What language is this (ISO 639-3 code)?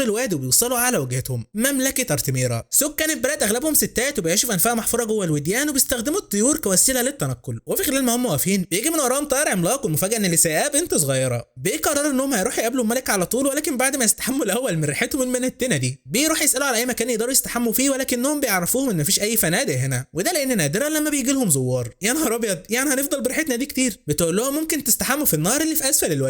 arz